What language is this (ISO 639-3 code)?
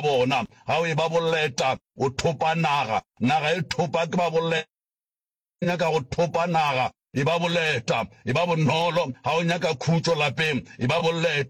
nso